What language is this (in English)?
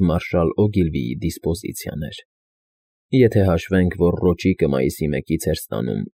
Armenian